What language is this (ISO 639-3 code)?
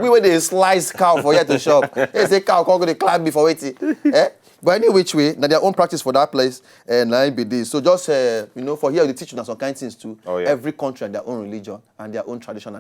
pcm